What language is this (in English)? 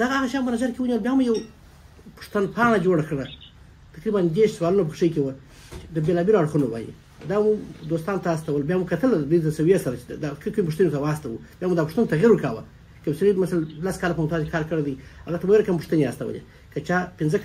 Pashto